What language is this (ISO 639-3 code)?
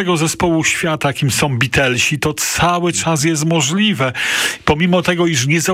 pol